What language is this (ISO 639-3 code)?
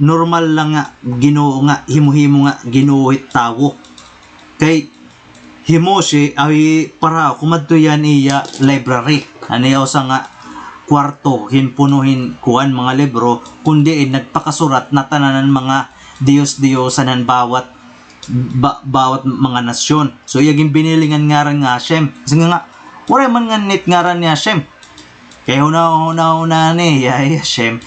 war